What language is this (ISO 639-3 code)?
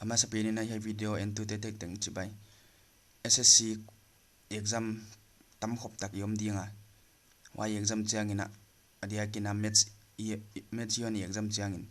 pck